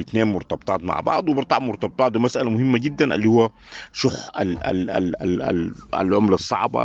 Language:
Sudanese Arabic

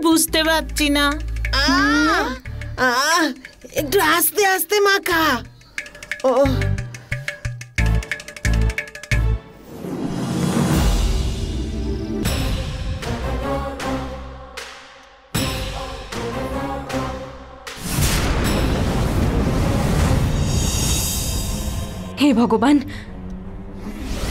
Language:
Bangla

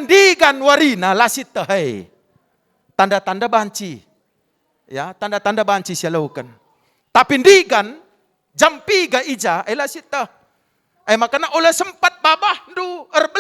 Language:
Batak Karo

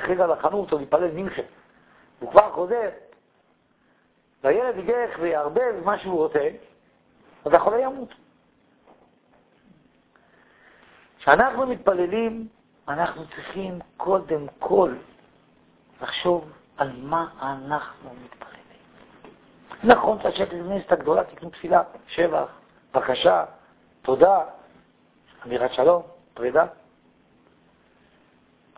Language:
Hebrew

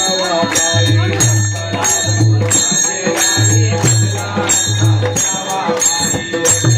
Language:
Marathi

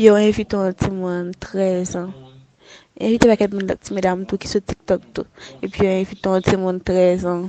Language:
Haitian Creole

